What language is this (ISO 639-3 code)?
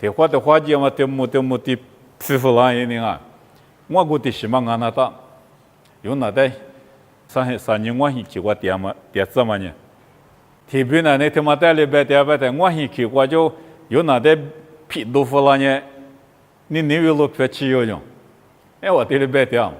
lis